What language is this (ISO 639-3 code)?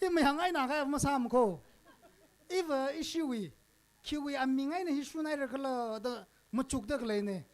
nmf